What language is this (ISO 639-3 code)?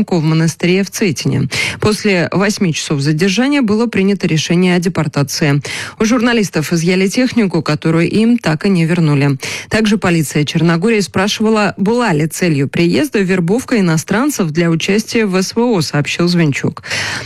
rus